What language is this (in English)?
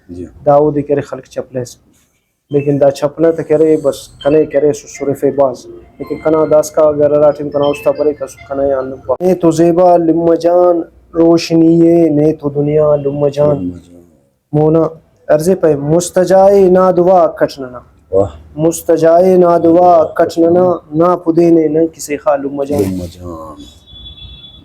Brahui